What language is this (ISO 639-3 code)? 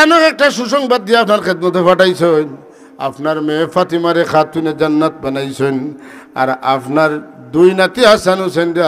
syl